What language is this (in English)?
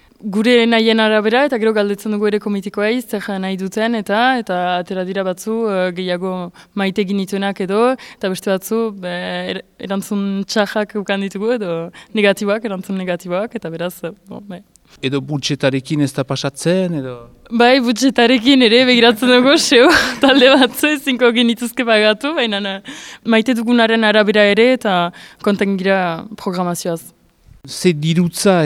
Basque